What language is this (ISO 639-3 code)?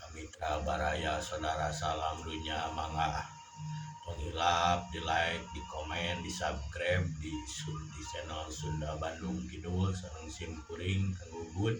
sun